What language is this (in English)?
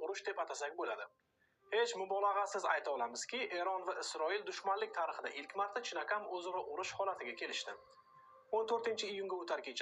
Uzbek